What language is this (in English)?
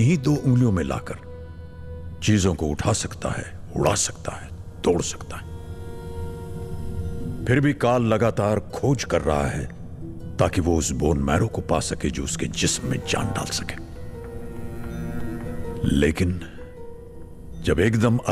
Hindi